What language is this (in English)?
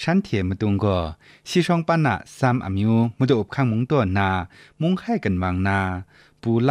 Kachin